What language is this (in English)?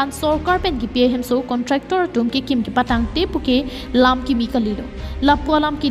Karbi